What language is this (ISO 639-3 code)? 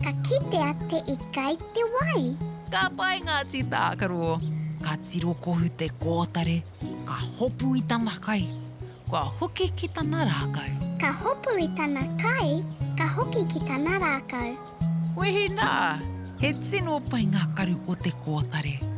mri